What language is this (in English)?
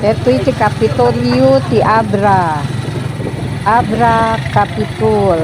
Iloko